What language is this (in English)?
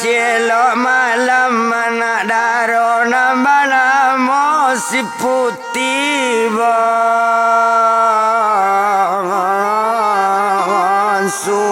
Minangkabau